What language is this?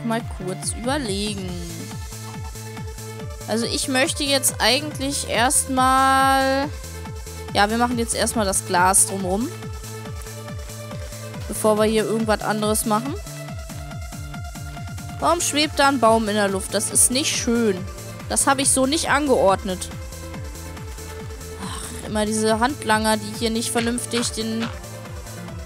German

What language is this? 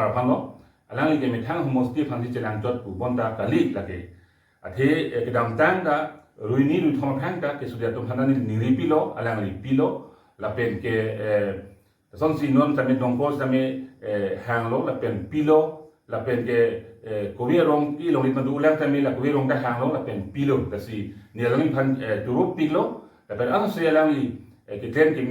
Karbi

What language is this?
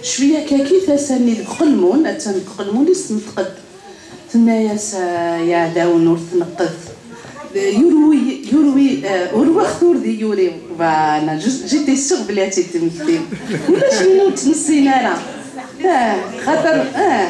Kabyle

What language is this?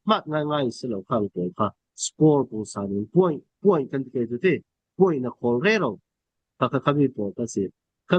Falam Chin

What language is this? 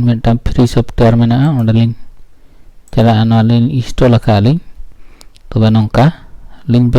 Santali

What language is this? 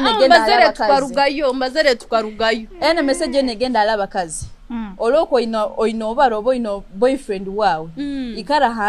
Nyoro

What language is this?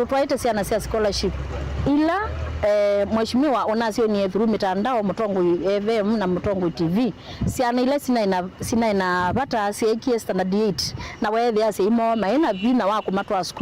Kamba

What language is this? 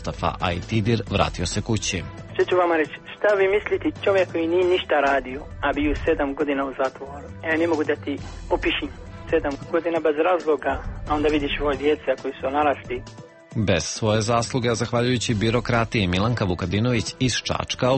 Serbian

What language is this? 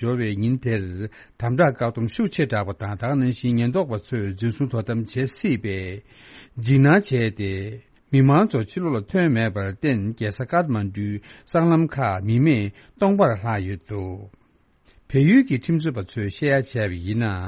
Tibetan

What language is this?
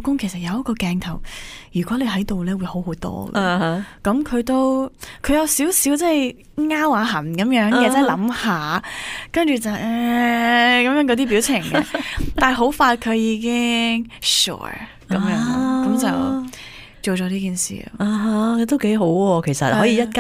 Cantonese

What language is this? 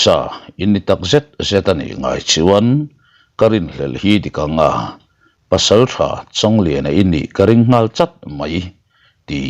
Mizo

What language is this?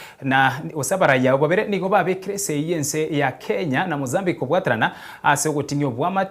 Gusii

